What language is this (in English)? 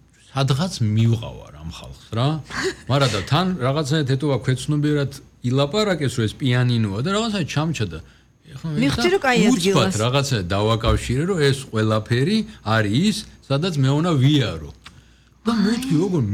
Georgian